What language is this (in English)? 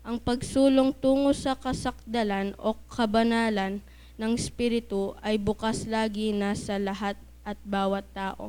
Pampanga